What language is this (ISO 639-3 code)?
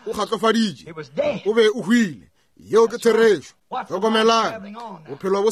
nso